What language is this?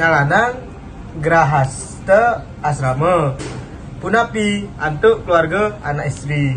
Balinese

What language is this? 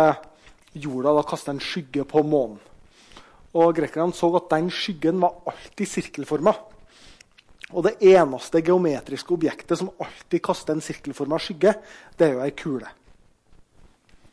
Norwegian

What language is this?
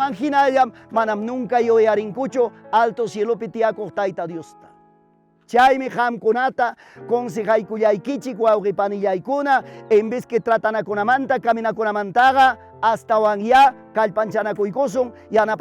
Ayacucho Quechua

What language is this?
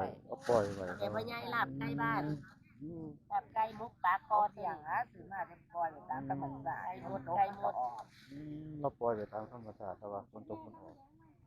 Northeastern Thai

